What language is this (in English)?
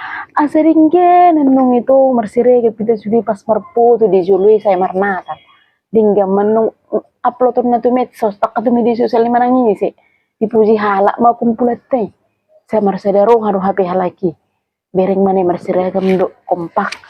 Batak Toba